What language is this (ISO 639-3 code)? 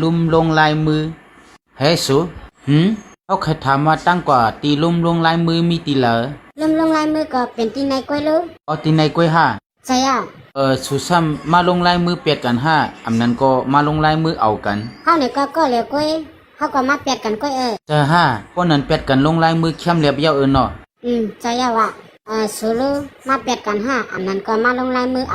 shn